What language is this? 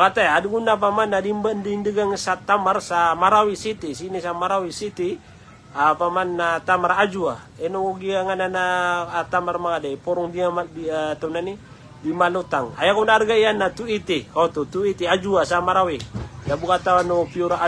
Maranao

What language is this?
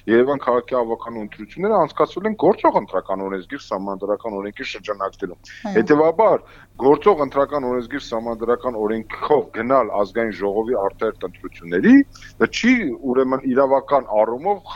Armenian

